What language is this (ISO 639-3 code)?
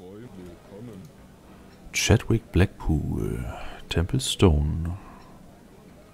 deu